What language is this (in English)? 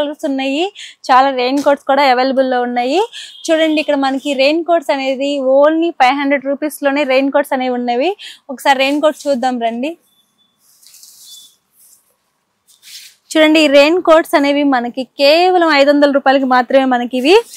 Telugu